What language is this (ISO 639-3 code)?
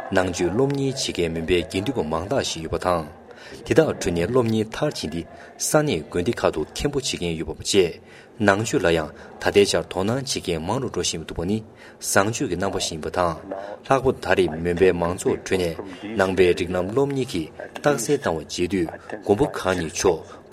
bod